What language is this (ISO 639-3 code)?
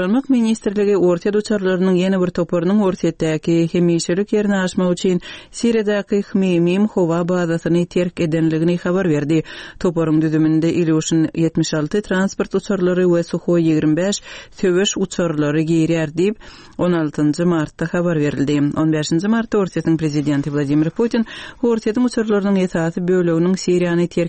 tuk